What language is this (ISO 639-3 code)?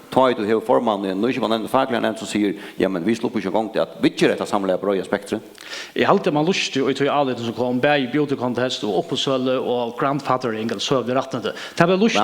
fao